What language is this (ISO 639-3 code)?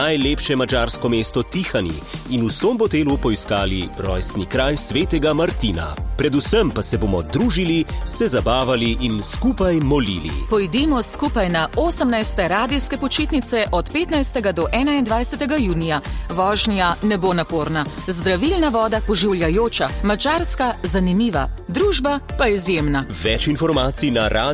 slv